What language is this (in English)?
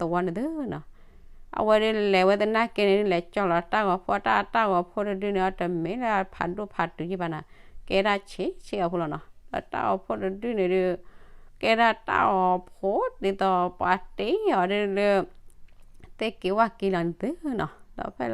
S'gaw Karen